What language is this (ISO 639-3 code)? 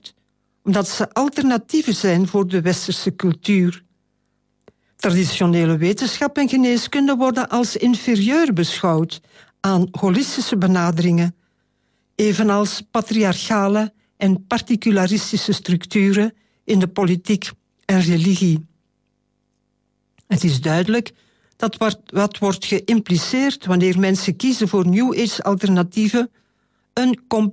nld